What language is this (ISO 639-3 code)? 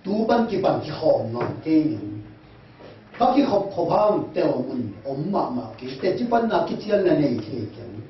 ctd